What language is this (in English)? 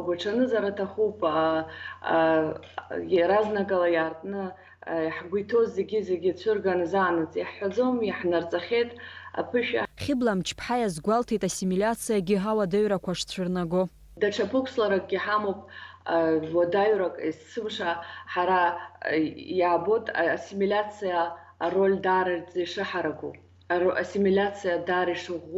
Abkhazian